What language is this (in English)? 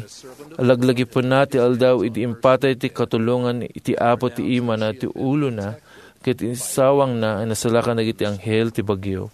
Iloko